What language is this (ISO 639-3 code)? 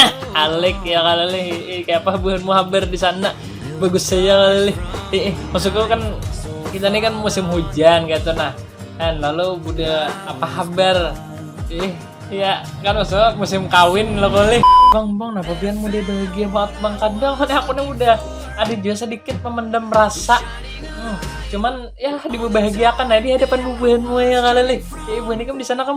bjn